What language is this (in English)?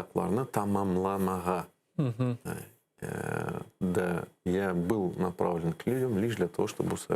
Crimean Tatar